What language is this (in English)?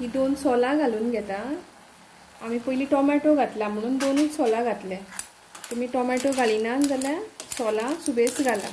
Konkani